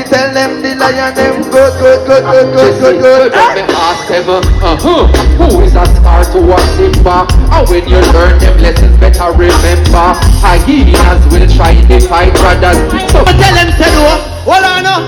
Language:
Jamaican Creole English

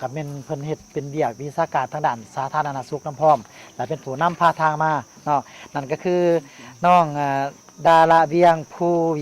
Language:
Lao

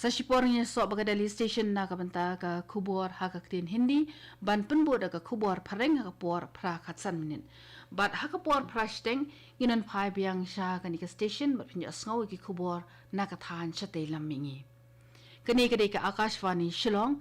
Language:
Khasi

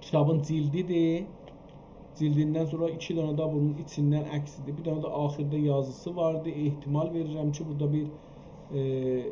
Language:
South Azerbaijani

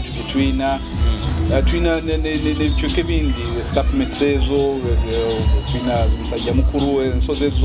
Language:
Nyoro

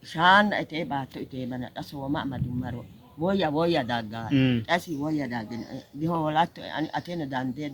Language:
Sidamo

